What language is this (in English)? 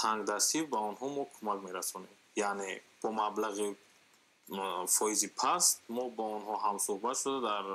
Tajik